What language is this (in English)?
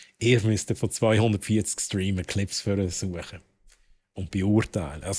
Swiss German